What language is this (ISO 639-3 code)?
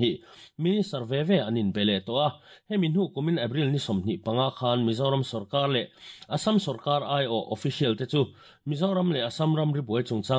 lus